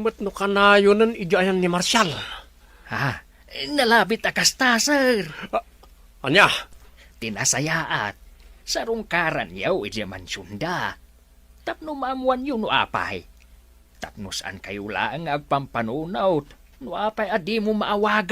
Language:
Iloko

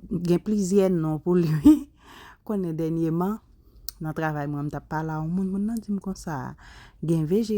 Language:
Haitian Creole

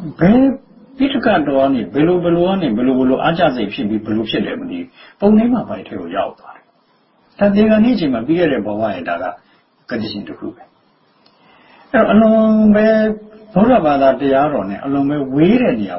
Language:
Burmese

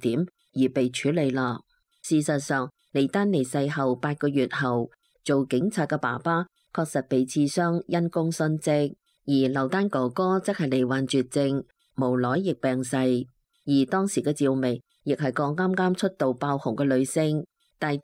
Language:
Cantonese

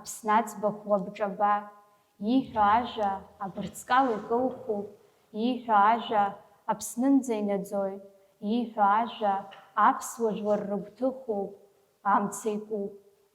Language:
Abkhazian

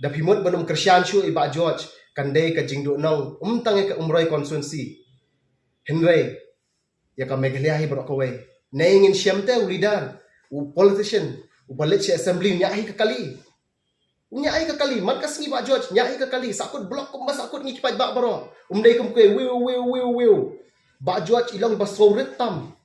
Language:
Khasi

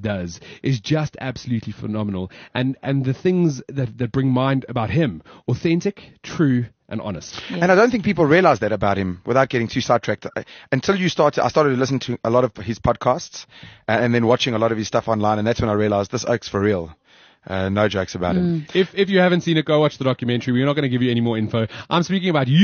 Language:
English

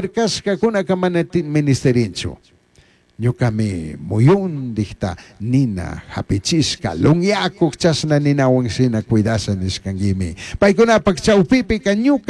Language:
Chimborazo Highland Quichua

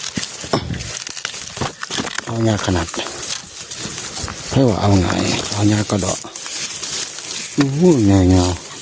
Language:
Lao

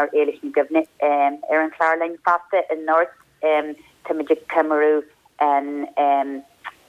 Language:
Irish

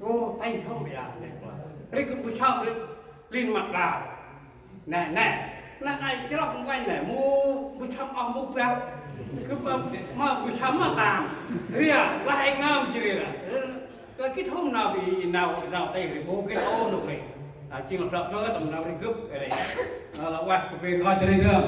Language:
Central Mnong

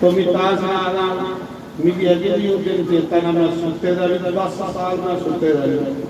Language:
Dogri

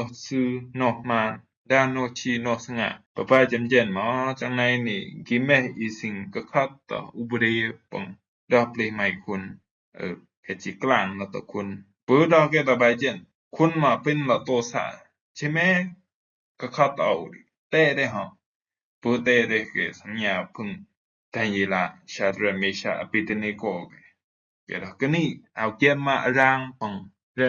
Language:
Rumai Palaung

